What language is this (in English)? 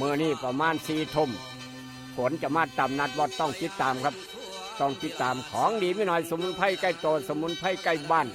Northeastern Thai